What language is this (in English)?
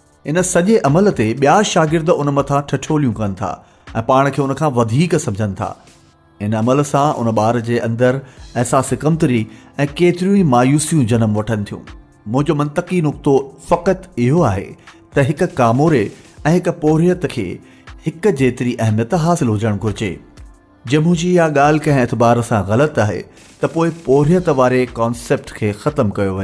Sindhi